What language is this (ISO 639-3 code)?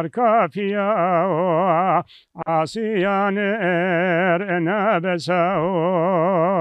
zza